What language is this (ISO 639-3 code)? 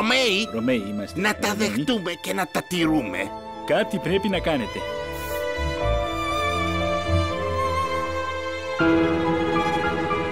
ell